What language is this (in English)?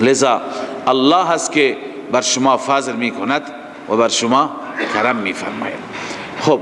Persian